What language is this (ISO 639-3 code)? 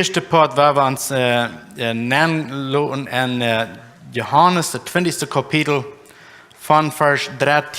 pdt